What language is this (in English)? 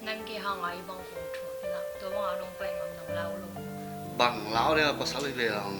Tedim Chin